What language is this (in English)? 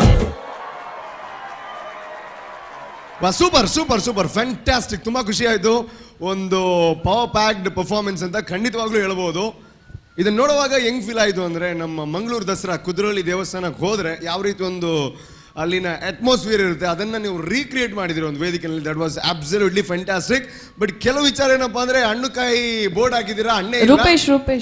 Kannada